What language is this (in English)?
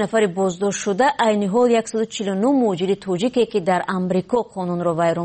Persian